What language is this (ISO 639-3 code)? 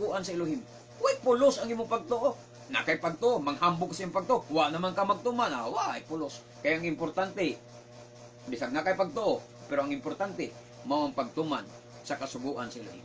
ceb